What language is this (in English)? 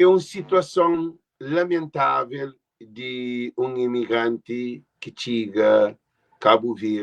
Kabuverdianu